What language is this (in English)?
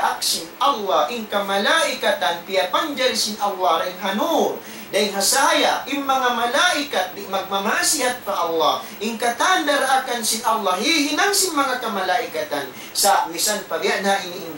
Tausug